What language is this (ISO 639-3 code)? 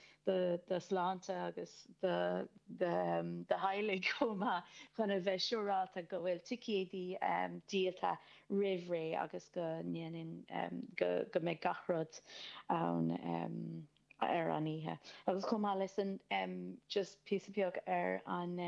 gle